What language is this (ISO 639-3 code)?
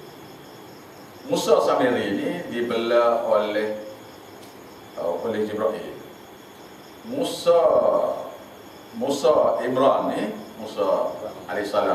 msa